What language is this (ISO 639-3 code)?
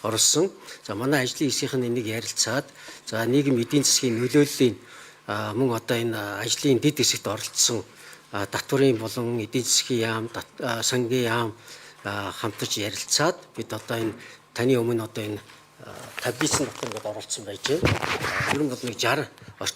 mon